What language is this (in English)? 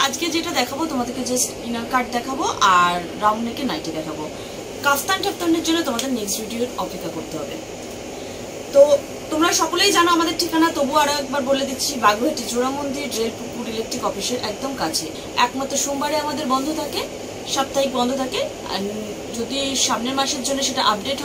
Bangla